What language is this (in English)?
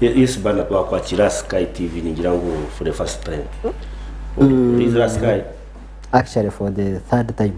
Nyankole